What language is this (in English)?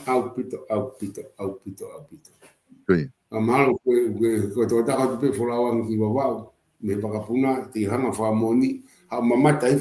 Tongan